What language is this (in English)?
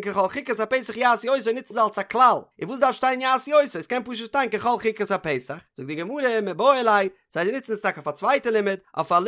Yiddish